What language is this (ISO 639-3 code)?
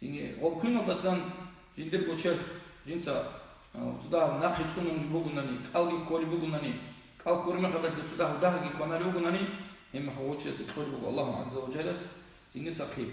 ava